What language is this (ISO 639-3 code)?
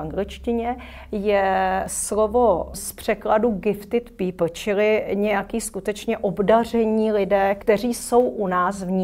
ces